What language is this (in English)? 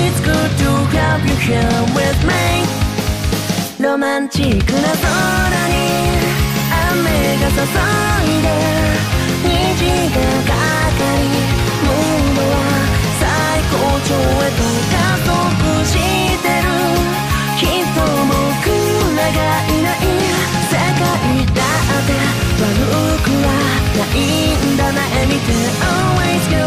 Japanese